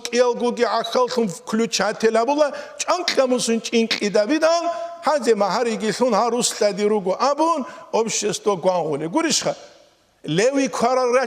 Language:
Avaric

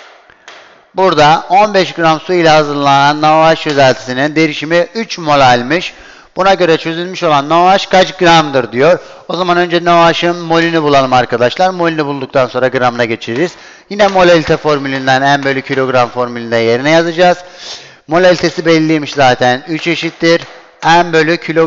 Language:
Turkish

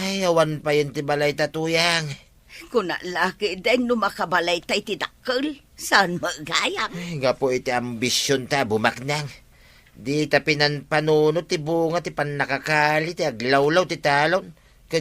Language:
Iloko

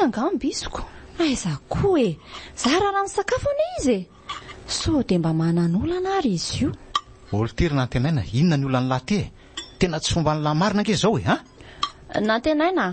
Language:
Malagasy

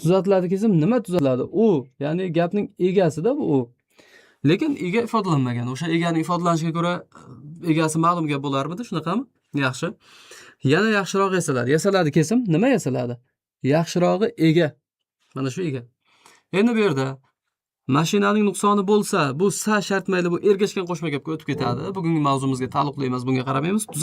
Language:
Uzbek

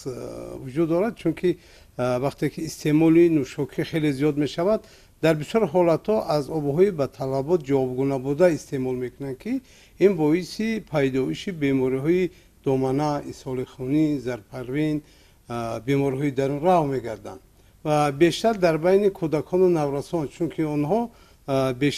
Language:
Tajik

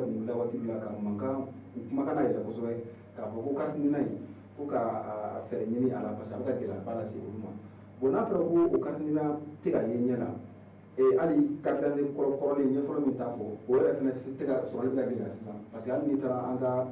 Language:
Bambara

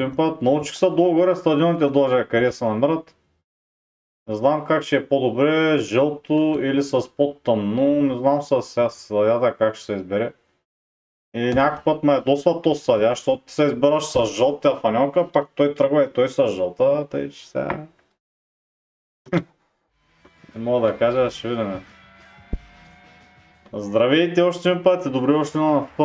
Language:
Bulgarian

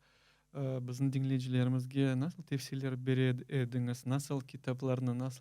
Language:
Crimean Tatar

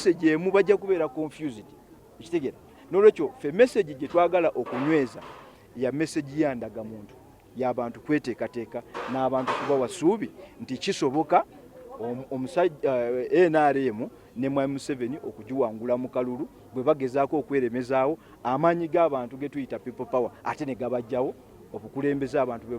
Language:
Ganda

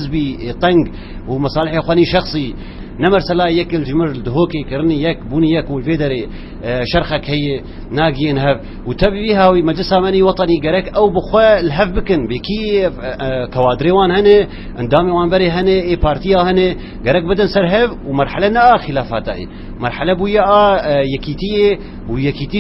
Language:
Kurdish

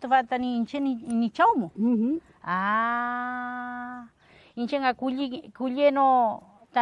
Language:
Mapuche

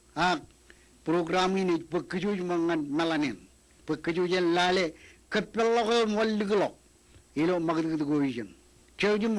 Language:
Marshallese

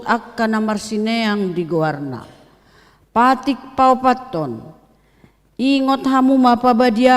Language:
Batak Toba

